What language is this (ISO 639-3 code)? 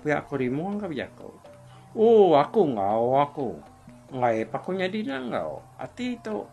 iba